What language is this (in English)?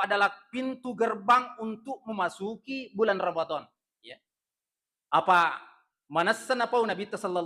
Buginese